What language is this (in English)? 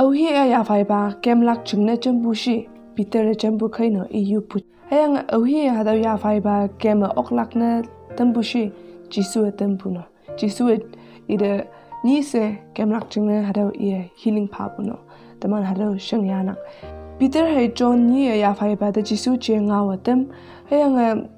Konyak Naga